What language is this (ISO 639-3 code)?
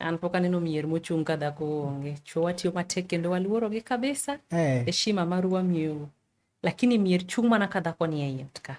luo